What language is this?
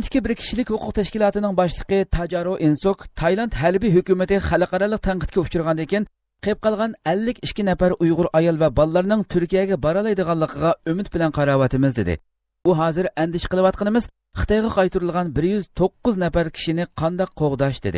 Uyghur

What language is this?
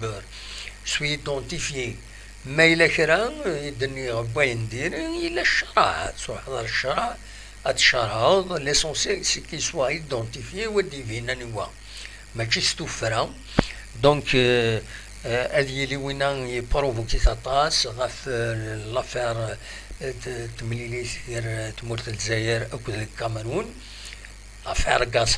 Kabyle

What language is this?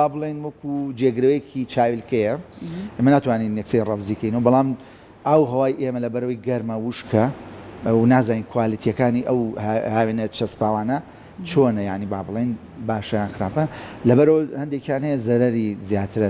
Central Kurdish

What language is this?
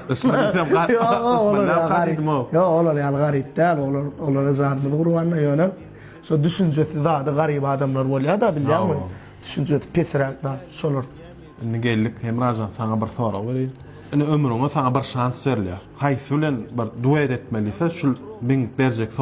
Turkmen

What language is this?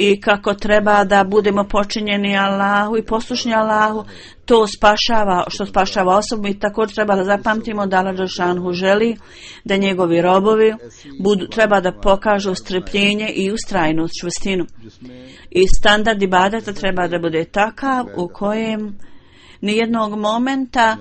Bosnian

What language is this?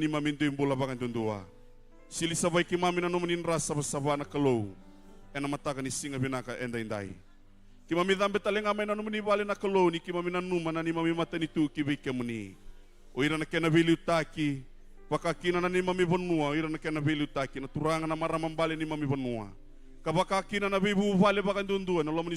Fijian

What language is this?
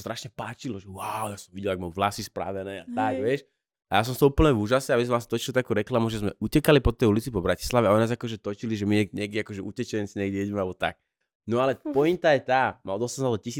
Slovak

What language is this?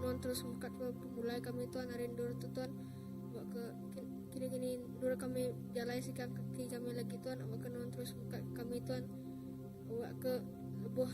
Iban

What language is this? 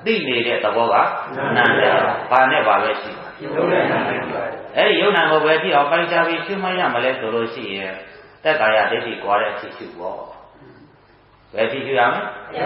Burmese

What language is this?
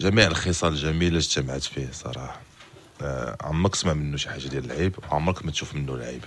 Moroccan Arabic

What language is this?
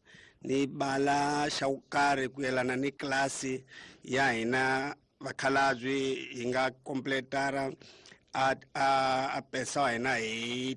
Tsonga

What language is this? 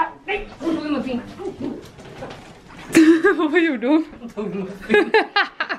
Swedish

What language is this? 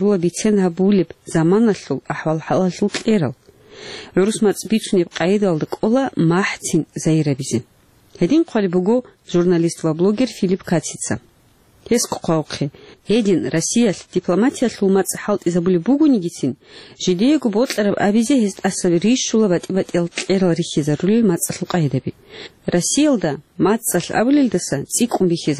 Avaric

